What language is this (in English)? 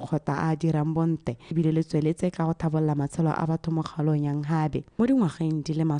Tswana